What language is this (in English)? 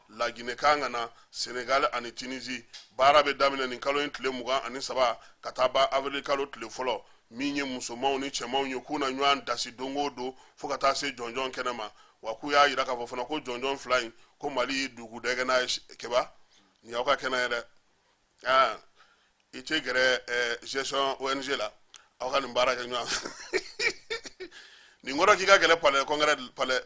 Bambara